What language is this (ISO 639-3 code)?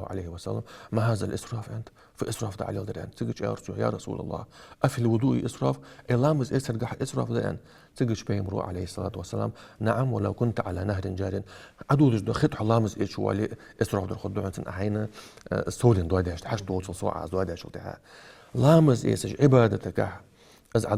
inh